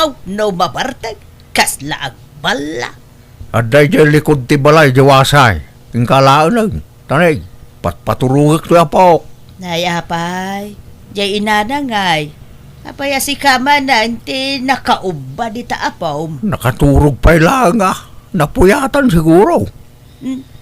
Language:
Iloko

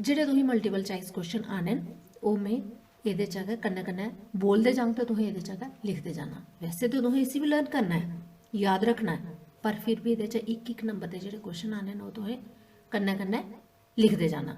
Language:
Dogri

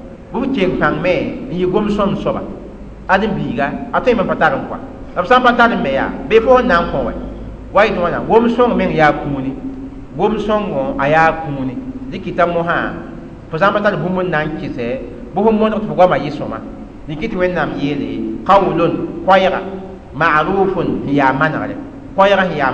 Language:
Mossi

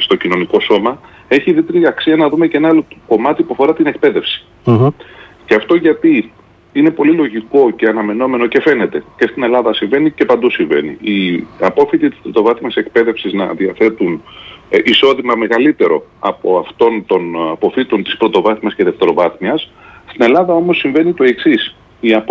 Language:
Greek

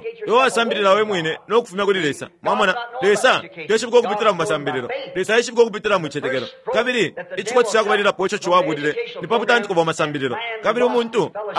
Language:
Bemba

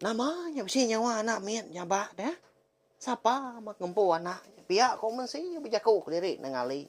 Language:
Iban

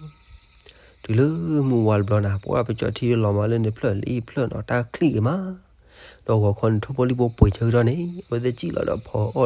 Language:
S'gaw Karen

